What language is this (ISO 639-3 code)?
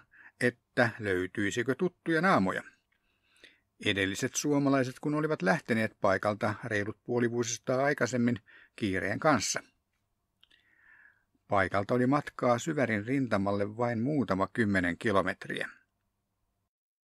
fin